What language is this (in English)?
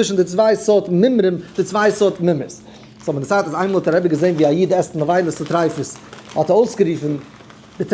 Yiddish